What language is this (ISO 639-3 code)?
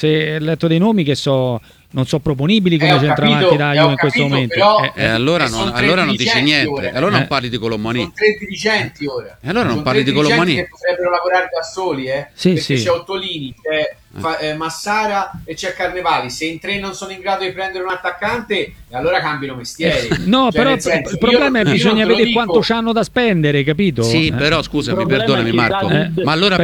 ita